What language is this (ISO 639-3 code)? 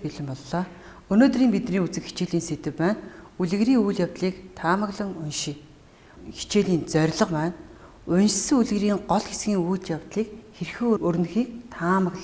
mon